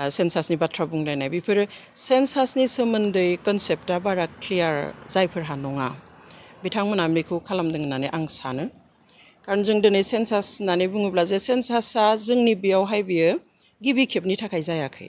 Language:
Bodo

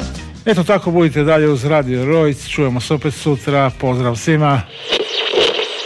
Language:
Croatian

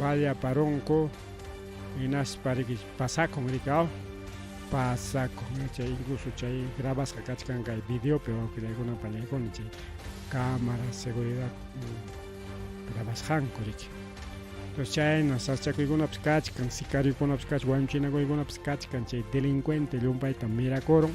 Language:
Ayacucho Quechua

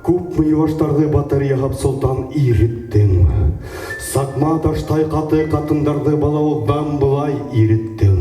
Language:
Bashkir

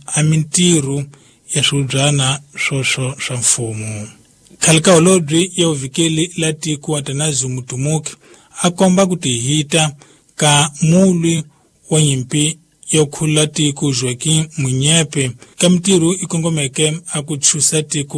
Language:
Tsonga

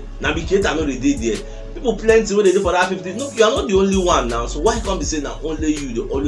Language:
Nigerian Pidgin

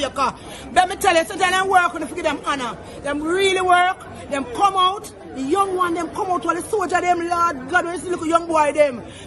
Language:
Jamaican Creole English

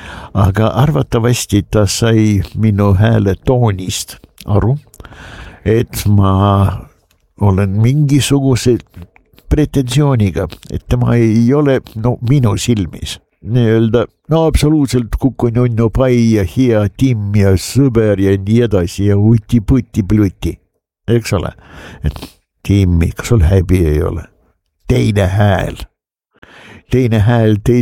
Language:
Estonian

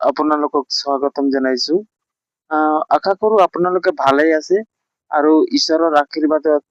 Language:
Assamese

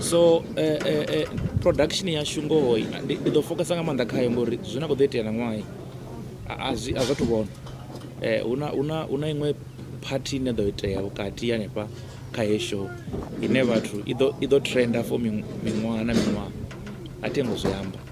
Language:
Venda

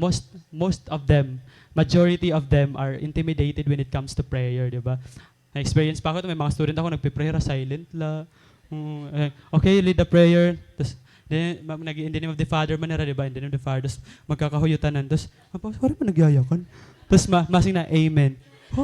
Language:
Waray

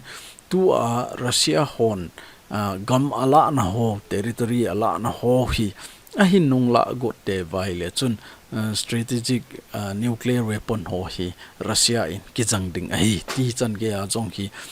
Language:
Thado Chin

